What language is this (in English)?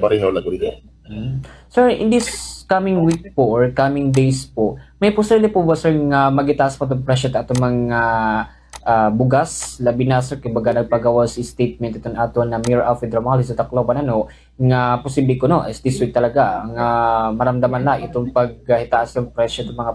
Waray